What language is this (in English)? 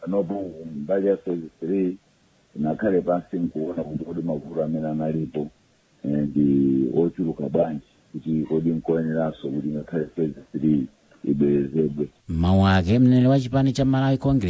Nyanja